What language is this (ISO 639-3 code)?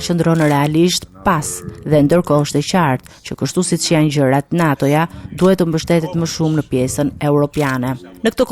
sqi